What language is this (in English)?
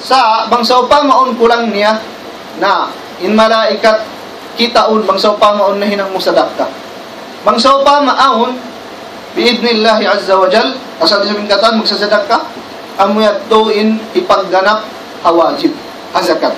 Tausug